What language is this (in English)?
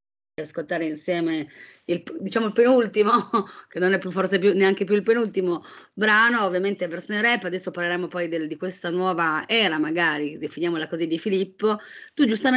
Italian